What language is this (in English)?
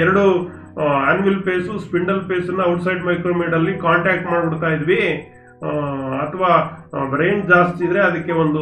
Kannada